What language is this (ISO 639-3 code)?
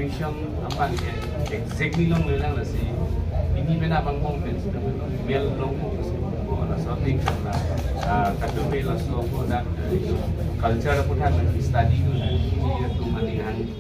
mjw